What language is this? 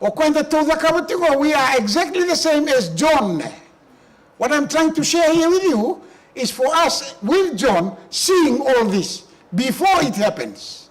Fijian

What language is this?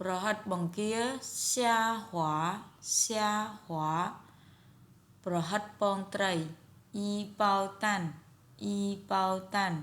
Khmer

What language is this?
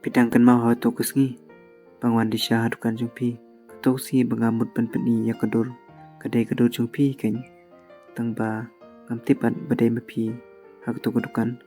Khasi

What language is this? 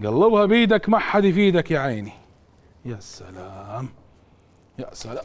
Mesopotamian Arabic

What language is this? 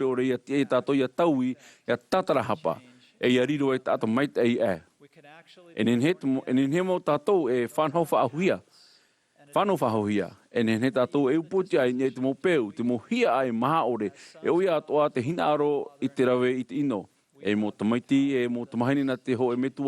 Tahitian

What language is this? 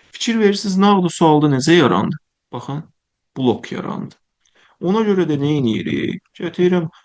Azerbaijani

